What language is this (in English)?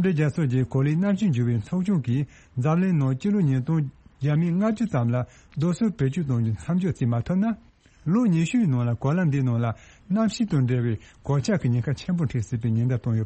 Tibetan